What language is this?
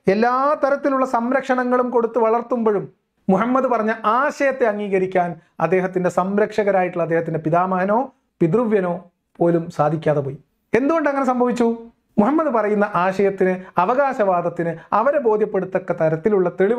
Malayalam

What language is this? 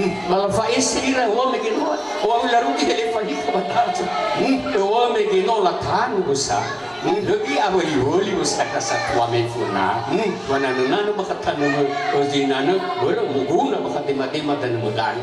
Nias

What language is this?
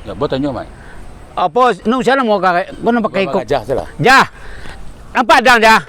Minangkabau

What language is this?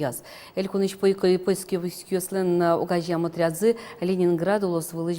Udmurt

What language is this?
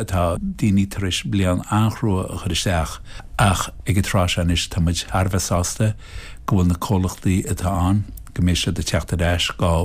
Irish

